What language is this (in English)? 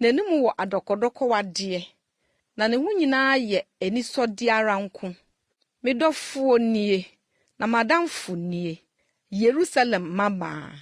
Akan